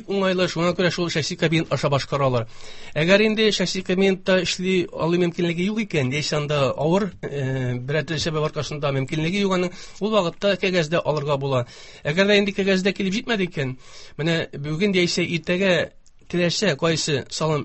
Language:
Tatar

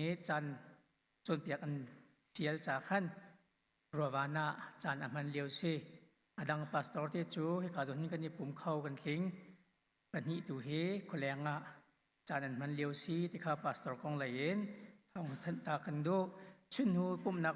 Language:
Hakha Chin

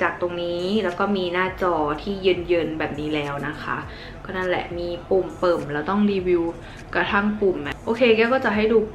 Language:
Thai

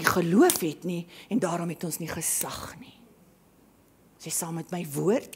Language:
Afrikaans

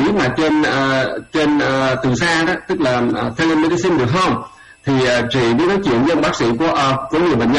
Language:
Vietnamese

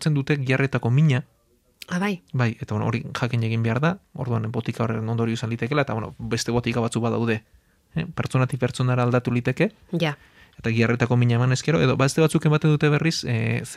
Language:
Basque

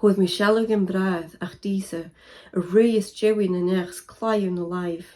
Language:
Scottish Gaelic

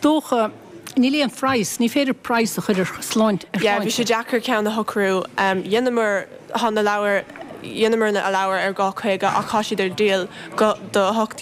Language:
Irish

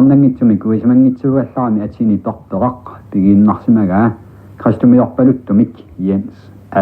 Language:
Kalaallisut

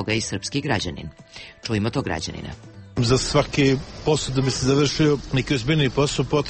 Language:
Serbian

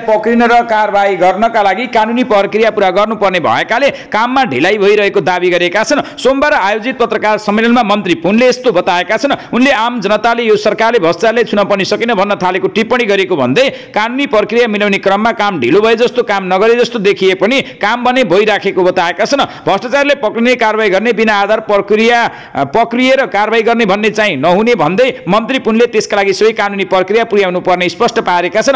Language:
Nepali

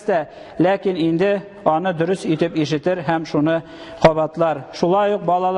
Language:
Tatar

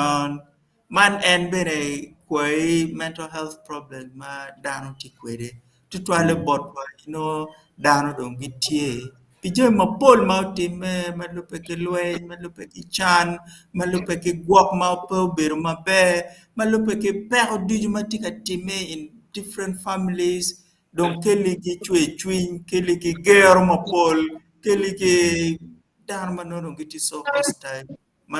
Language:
Acoli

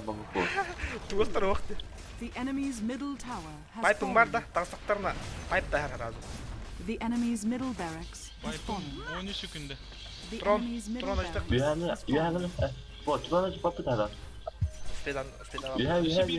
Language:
Yakut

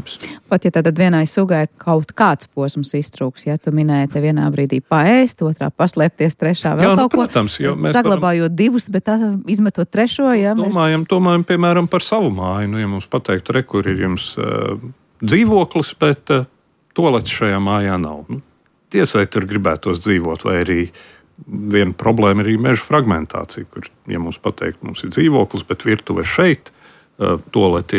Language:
Latvian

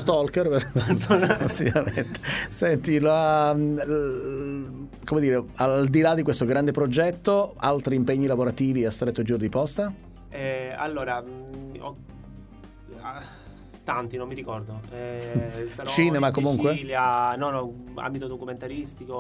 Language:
Italian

